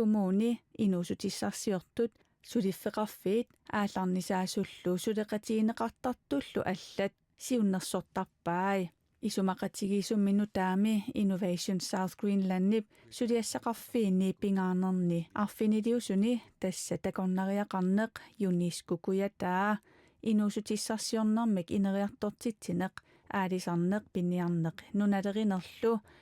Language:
Kalaallisut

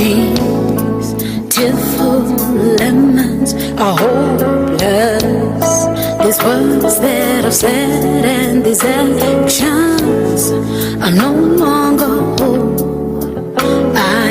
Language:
Venda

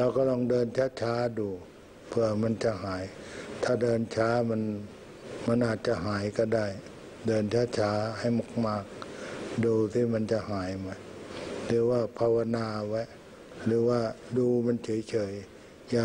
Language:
Thai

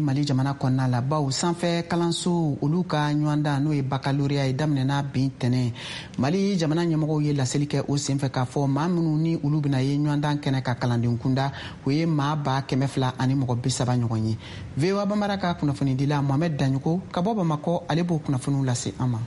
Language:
Bambara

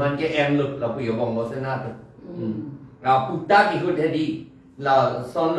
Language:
Karbi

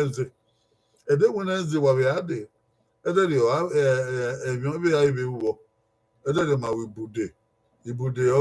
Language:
Bini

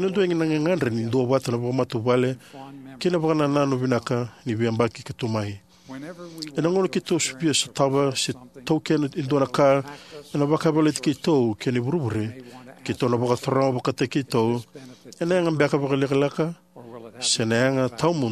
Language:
Fijian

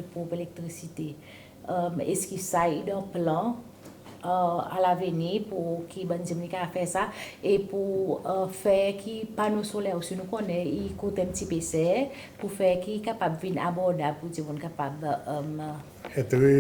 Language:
Seselwa Creole French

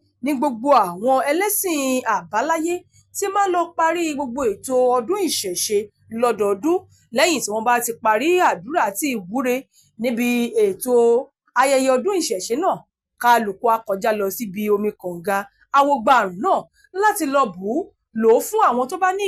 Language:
Yoruba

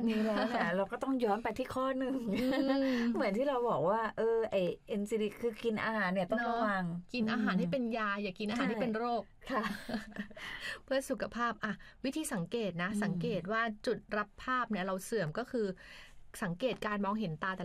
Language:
Thai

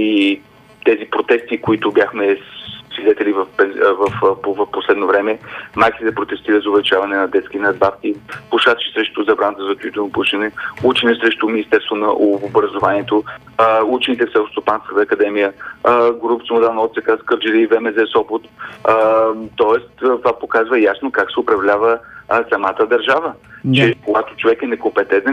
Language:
Bulgarian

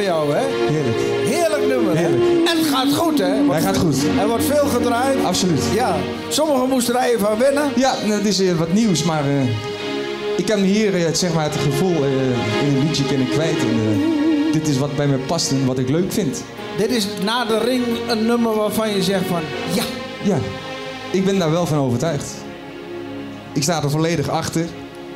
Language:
Dutch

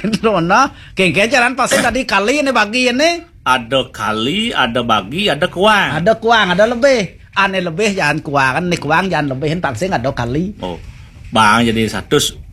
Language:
Balinese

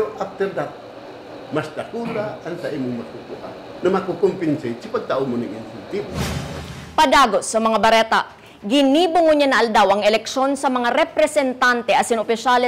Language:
Bikol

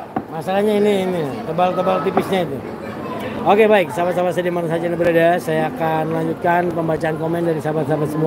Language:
Indonesian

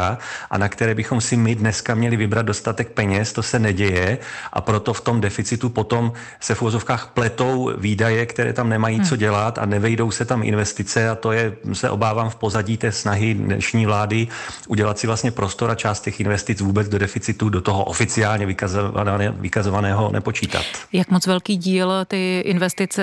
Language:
Czech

